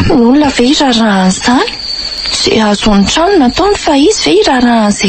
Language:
Malagasy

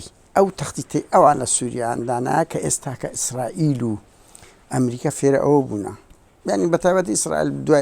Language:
Central Kurdish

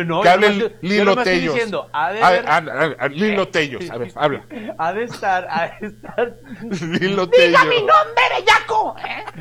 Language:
Spanish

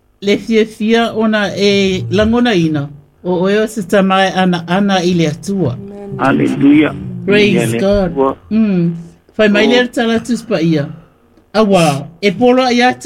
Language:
Samoan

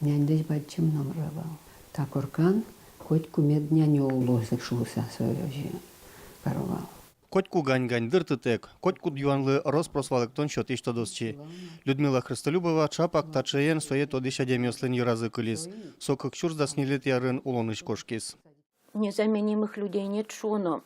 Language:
Udmurt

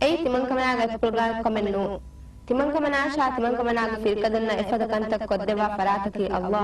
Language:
Divehi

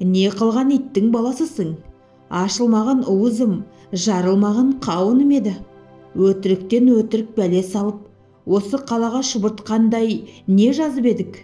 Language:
Kazakh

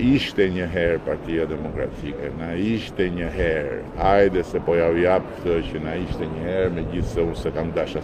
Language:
Albanian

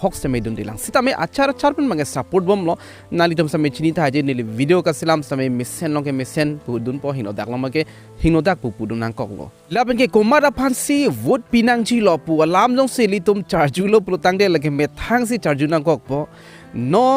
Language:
Karbi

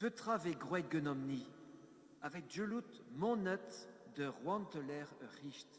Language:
Breton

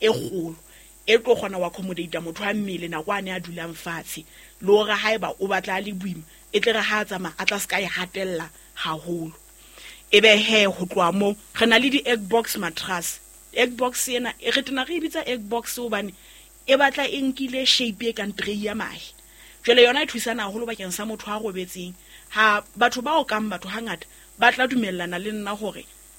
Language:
Southern Sotho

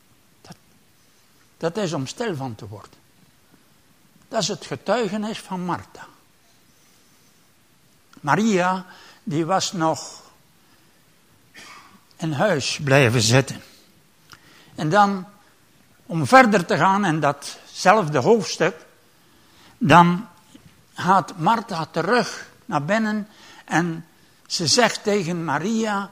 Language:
Dutch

